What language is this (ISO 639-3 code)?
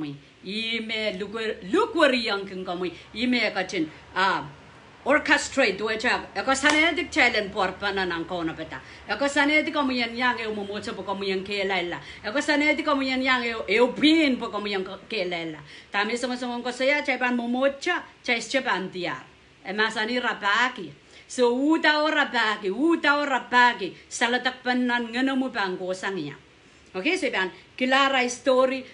pon